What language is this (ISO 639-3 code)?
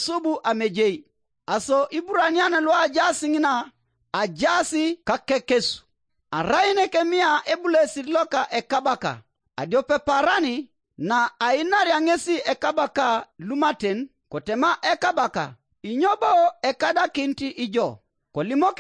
teo